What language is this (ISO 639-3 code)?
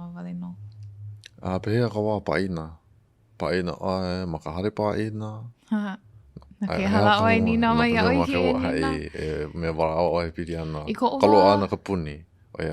haw